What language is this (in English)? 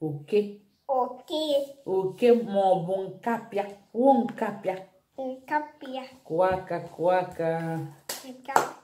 Igbo